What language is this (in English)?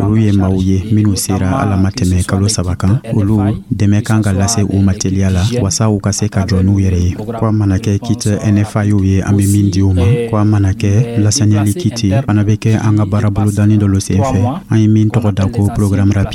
Dyula